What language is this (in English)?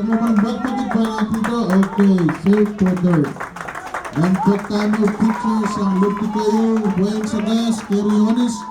Pohnpeian